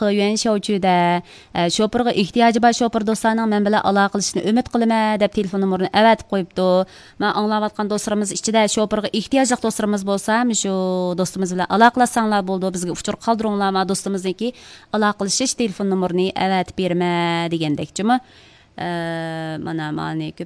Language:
Uyghur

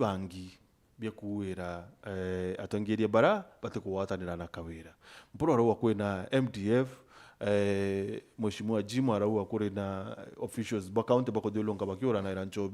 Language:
Meru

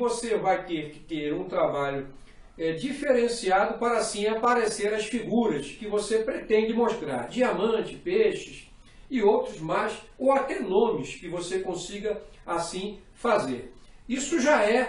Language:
Portuguese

